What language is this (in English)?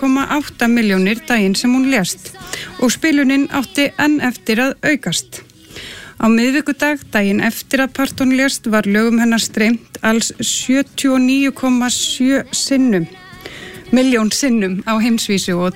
Icelandic